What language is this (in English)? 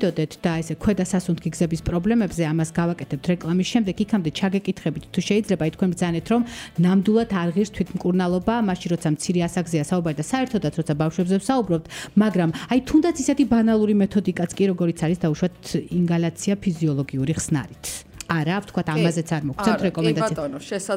Georgian